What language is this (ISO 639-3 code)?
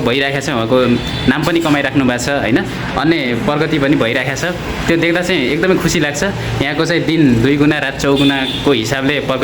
nep